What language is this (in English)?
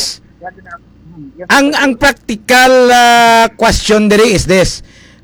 Hiligaynon